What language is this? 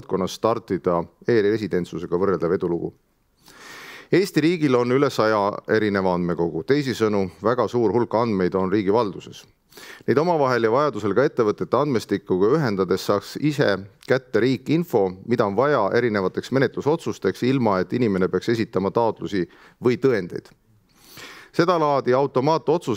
Estonian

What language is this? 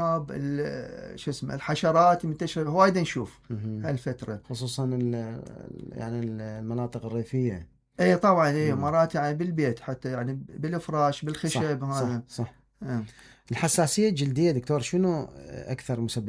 Mesopotamian Arabic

